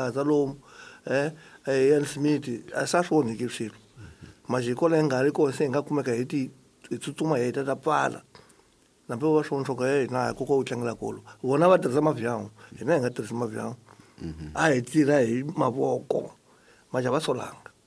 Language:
Tsonga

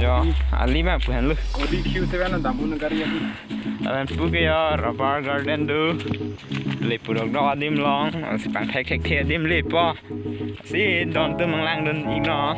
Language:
Karbi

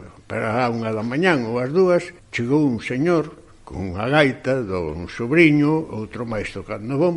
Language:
Galician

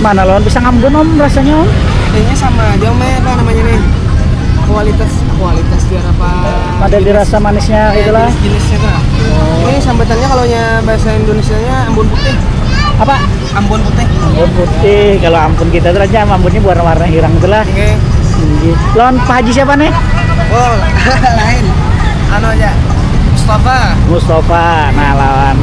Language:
Banjar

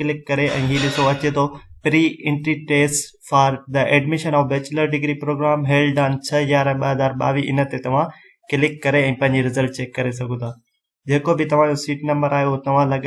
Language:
Sindhi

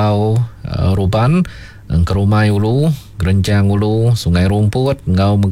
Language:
Iban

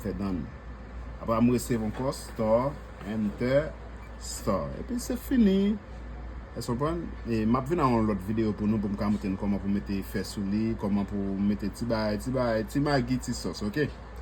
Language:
Haitian Creole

